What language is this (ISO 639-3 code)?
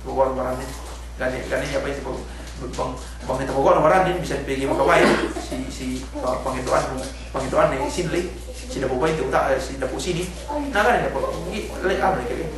yka